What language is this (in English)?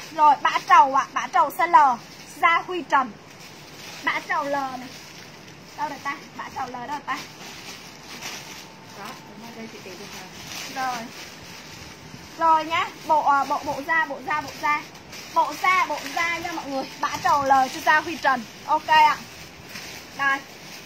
Vietnamese